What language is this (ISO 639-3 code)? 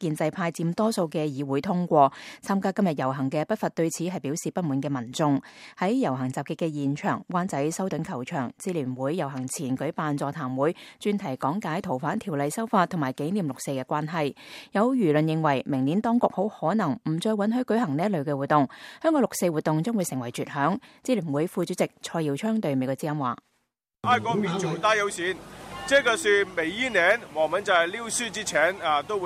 yue